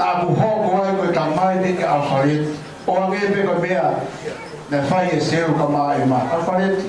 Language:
Tongan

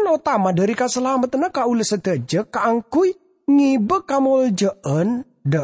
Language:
Madurese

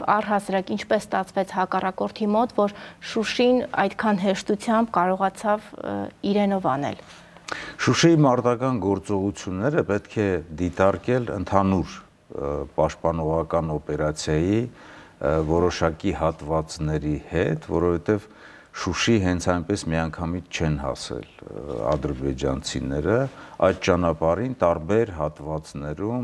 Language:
Armenian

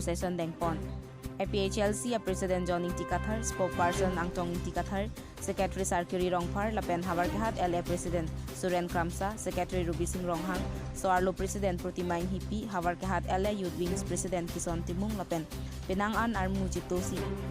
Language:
Karbi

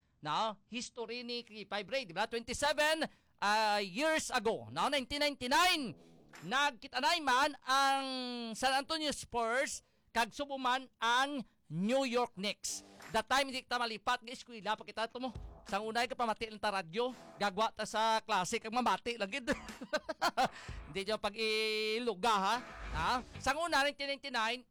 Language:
Hiligaynon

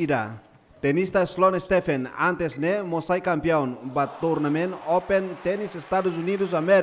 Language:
Tetum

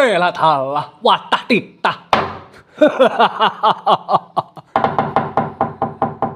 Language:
Javanese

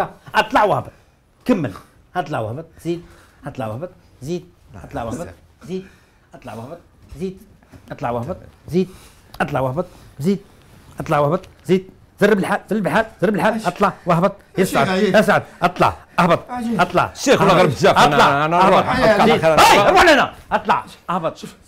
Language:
Algerian Arabic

